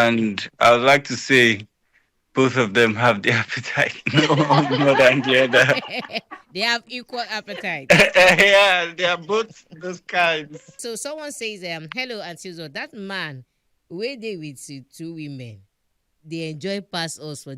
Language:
Nigerian Pidgin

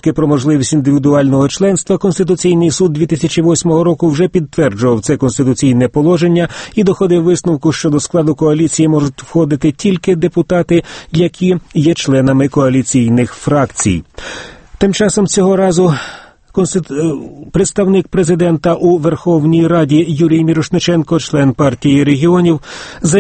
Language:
Ukrainian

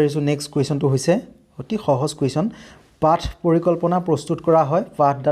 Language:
Assamese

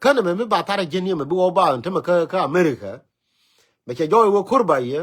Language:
Nuer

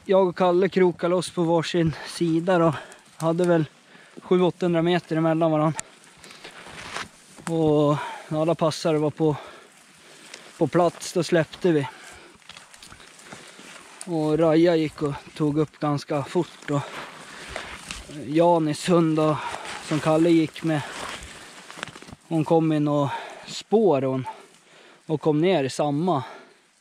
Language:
Swedish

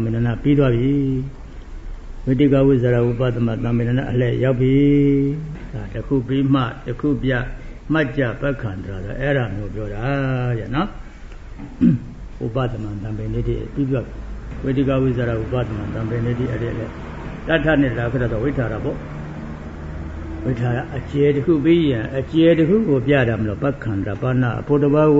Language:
Burmese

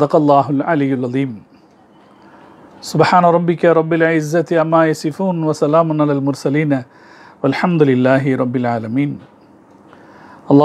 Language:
Tamil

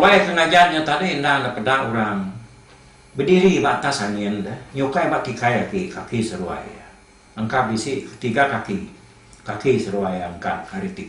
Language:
Iban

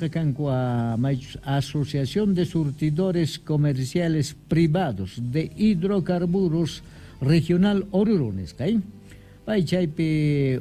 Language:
South Bolivian Quechua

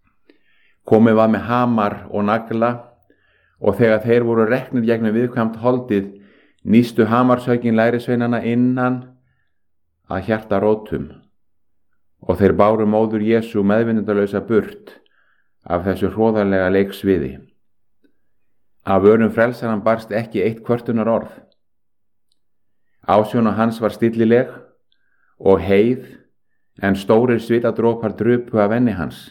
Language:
Icelandic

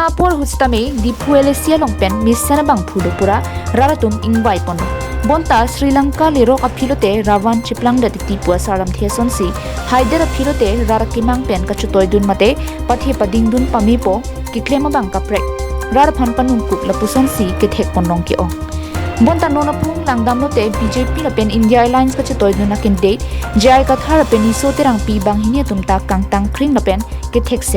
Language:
Karbi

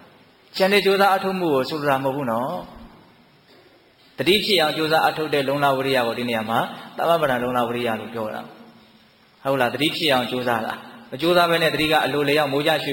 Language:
Burmese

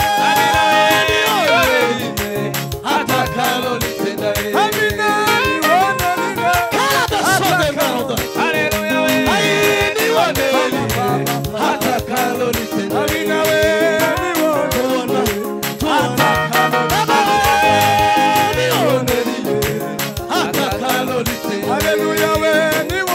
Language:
Swahili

